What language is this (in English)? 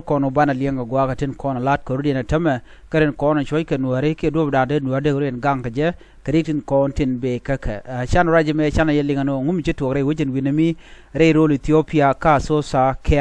Nuer